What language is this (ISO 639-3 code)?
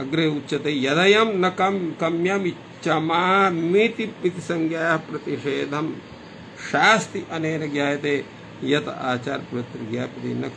san